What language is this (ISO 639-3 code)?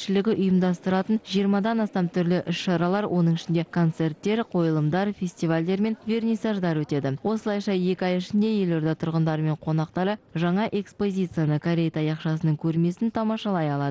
kaz